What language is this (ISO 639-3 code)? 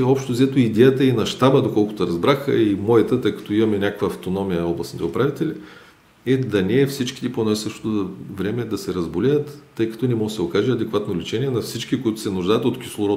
bul